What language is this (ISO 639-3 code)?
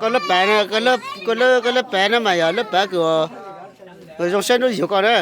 hmn